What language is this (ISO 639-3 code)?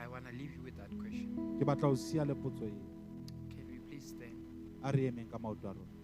sot